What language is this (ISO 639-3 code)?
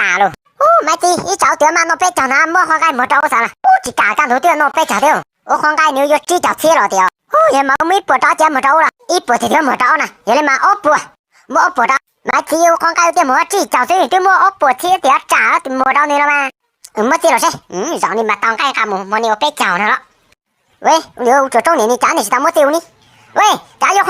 hmn